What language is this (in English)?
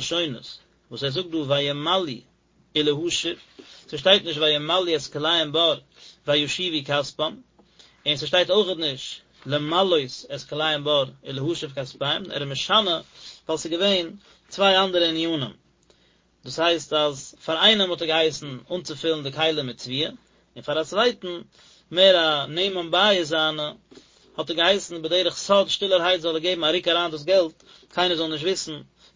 Yiddish